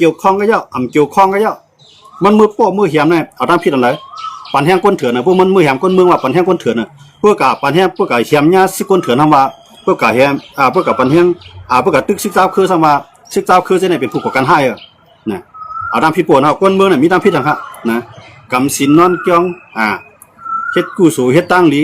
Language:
Shan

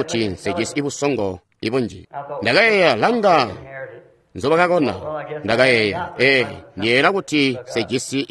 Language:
Tonga (Zambia)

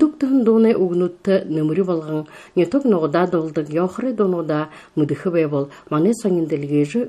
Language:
Buriat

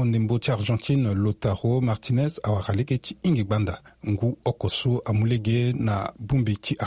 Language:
Sango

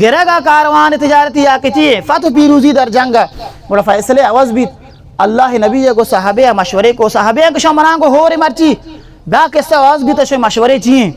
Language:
Baluchi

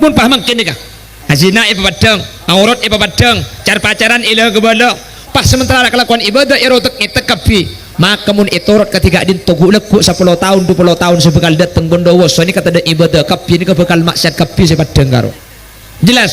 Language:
Madurese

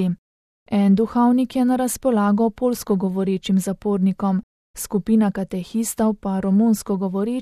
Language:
Slovenian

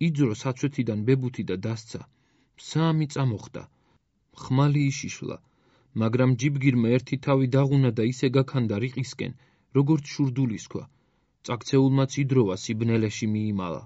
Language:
Georgian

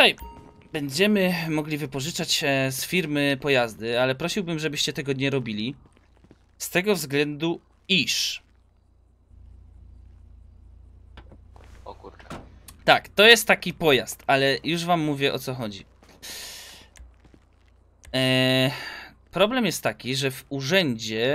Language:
Polish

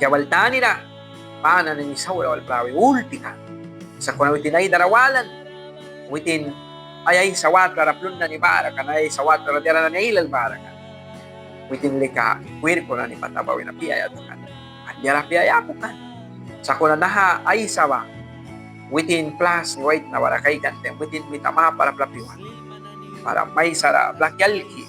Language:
Mískito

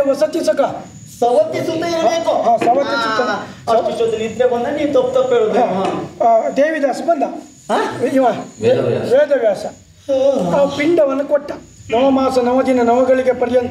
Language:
Kannada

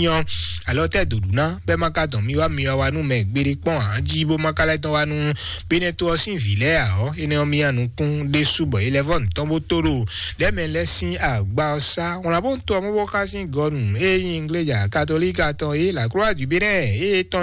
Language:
Fon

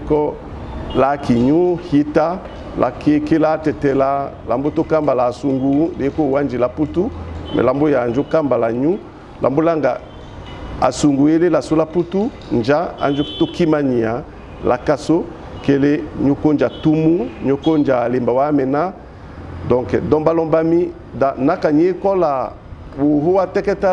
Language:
French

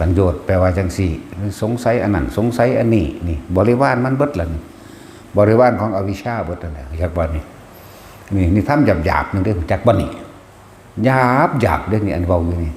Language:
Northeastern Thai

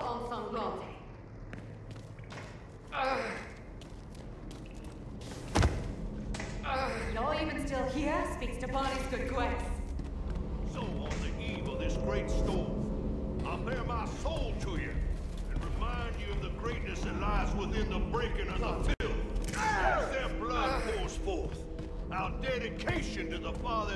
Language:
Czech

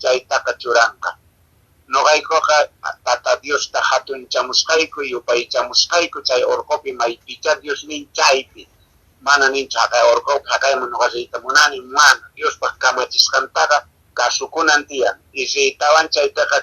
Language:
Quechua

